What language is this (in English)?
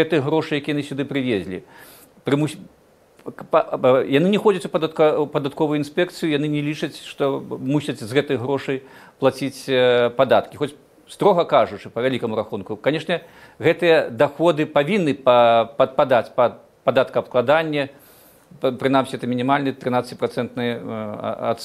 Belarusian